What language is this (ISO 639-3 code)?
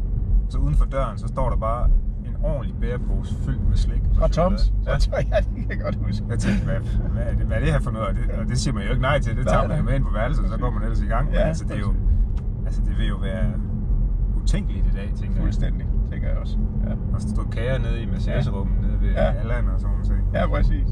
dan